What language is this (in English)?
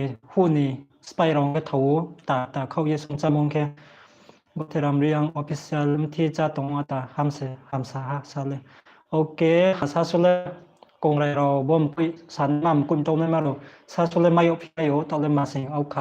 Riang (India)